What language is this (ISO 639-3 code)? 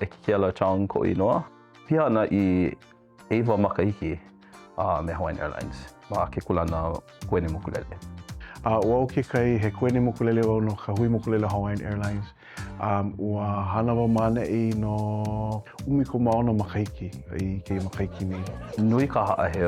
haw